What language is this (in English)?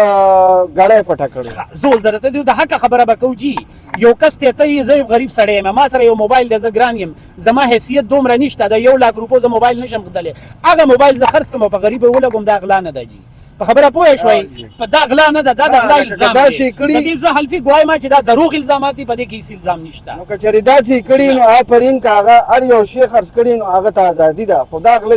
Pashto